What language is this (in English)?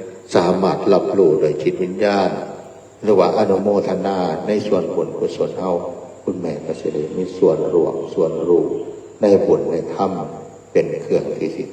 Northeastern Thai